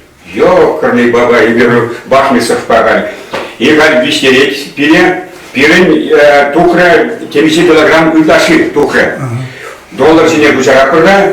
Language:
Chuvash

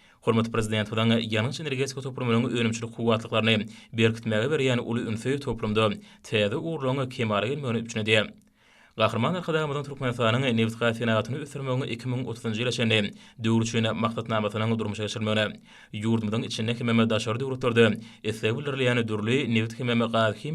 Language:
Turkmen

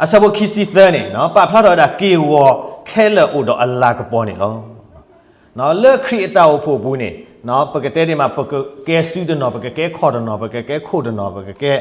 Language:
S'gaw Karen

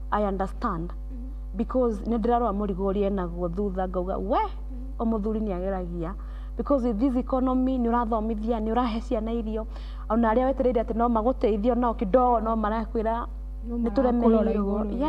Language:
Kikuyu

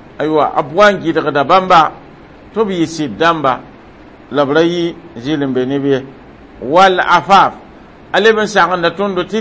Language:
Mossi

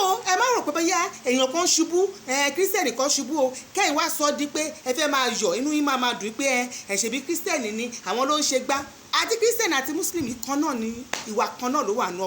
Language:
Yoruba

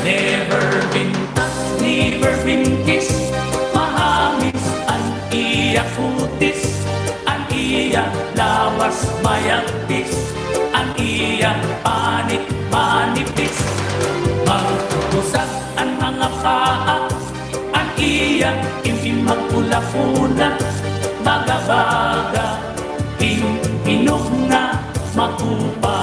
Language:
Waray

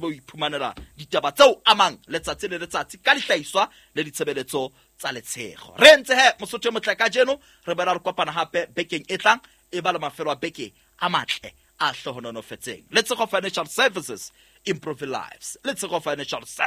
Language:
Southern Sotho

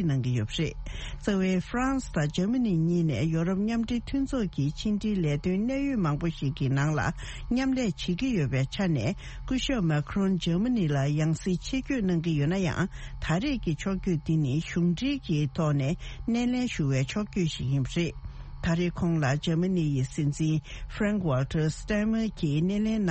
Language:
Tibetan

